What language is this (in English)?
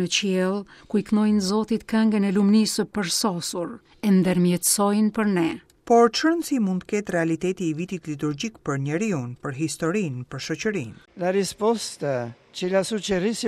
Albanian